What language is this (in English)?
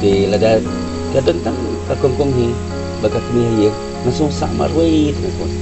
Khasi